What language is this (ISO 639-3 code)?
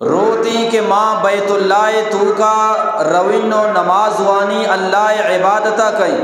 bgp